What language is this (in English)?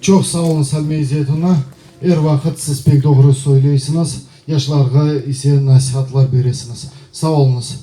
Crimean Tatar